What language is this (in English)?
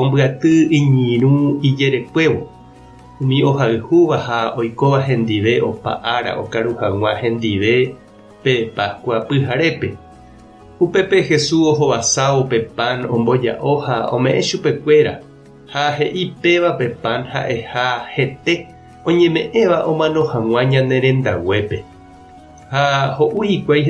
Guarani